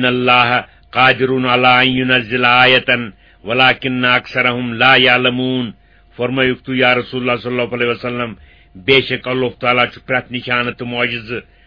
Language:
Kashmiri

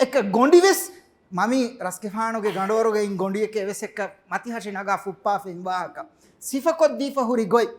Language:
Divehi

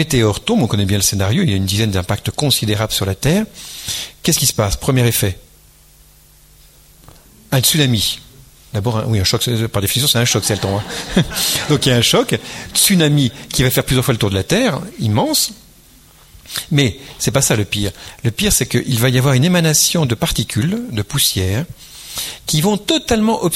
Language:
French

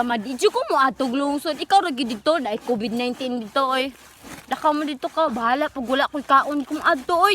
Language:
Cebuano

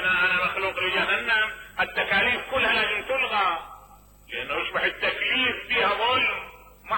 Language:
Mesopotamian Arabic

